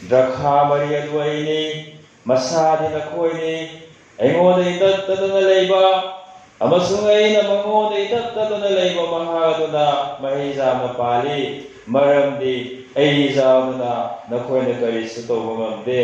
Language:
Manipuri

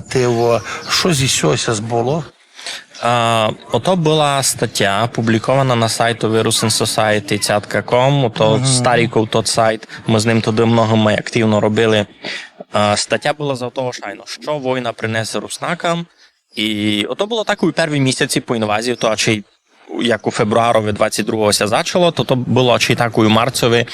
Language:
Rusyn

